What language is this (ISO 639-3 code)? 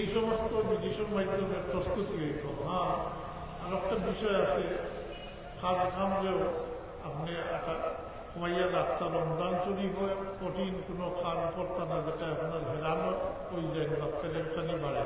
syl